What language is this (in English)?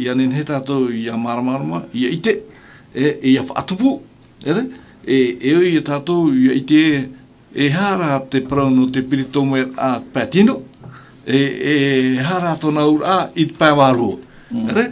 Tahitian